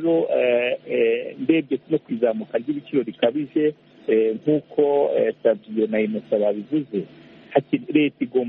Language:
Kinyarwanda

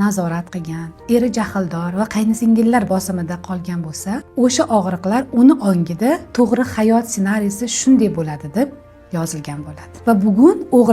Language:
Uzbek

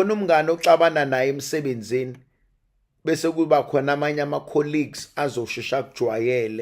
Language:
Zulu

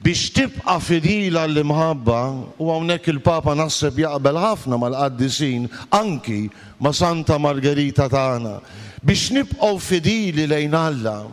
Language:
Maltese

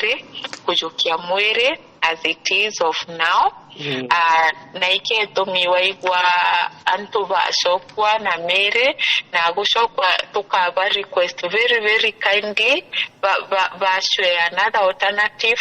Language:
Meru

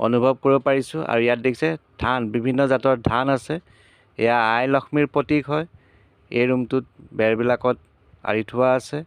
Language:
Assamese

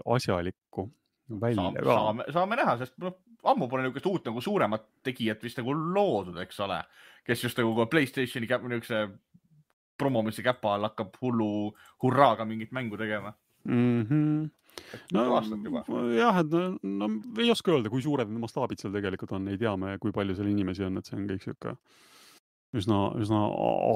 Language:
Estonian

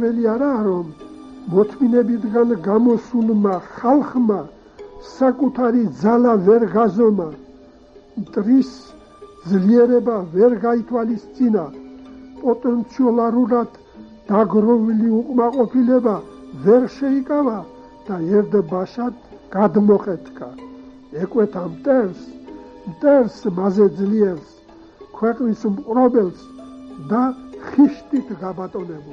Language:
Georgian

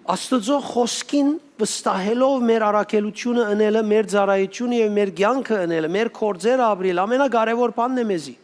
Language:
Western Armenian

